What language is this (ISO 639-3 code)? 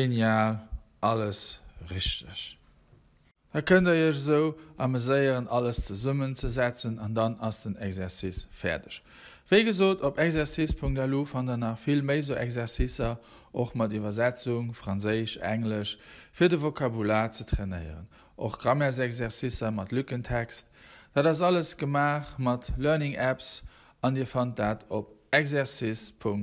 ltz